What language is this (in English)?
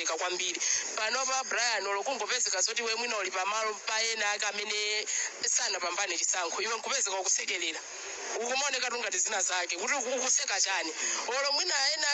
Nyanja